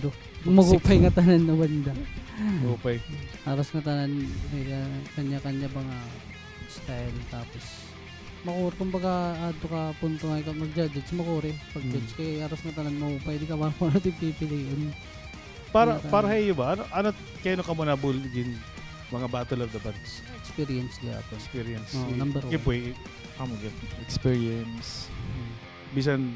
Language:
Waray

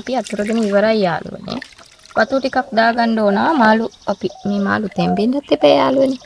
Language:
Sinhala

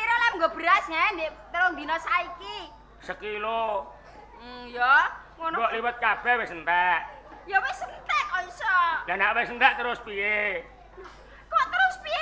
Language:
Javanese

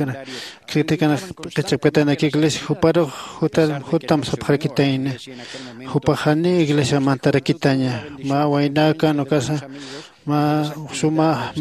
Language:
Aymara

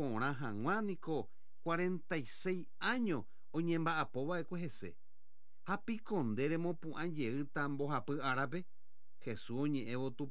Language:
Guarani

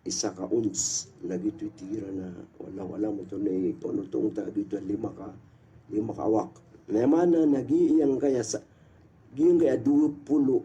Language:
Maranao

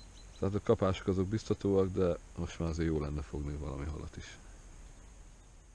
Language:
Hungarian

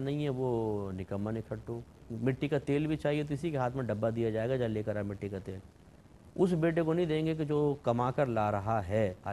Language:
Urdu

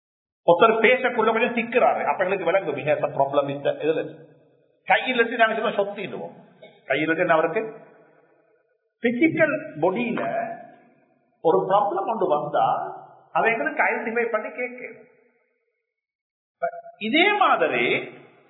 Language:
Tamil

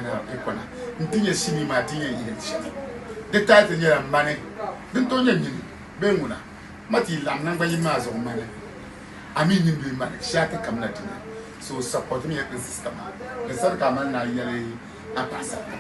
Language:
Dagbani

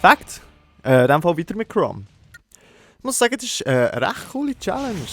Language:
Swiss German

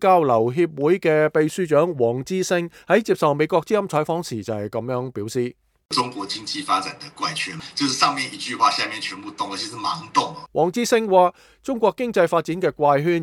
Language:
Cantonese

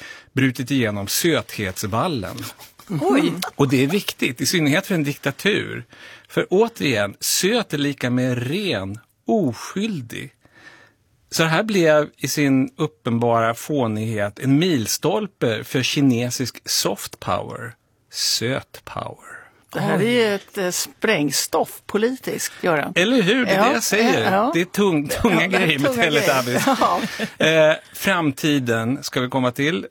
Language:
Swedish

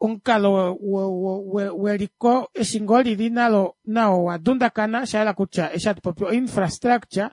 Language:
Kuanyama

